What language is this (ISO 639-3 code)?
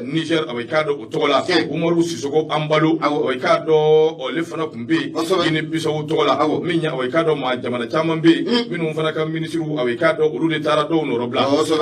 bam